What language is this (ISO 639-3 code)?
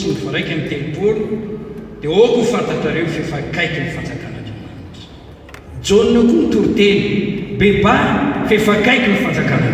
mlg